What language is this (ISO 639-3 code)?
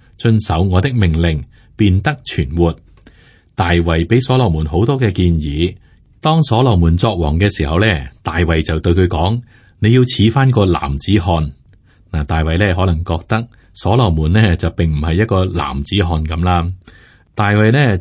yue